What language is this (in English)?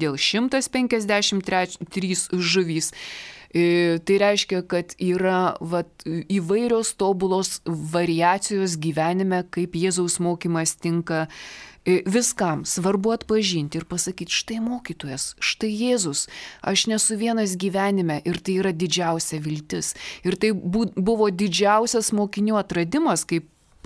Lithuanian